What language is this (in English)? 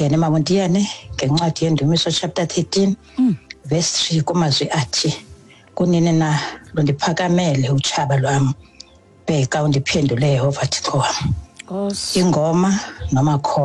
Xhosa